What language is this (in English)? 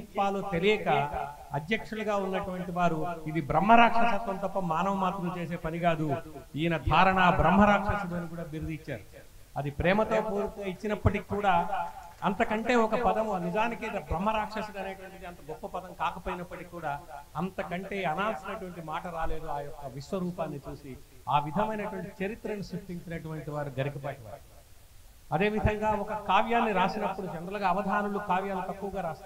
Telugu